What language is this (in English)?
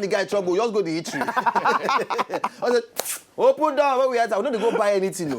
Nigerian Pidgin